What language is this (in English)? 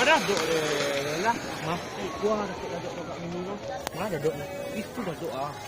Minangkabau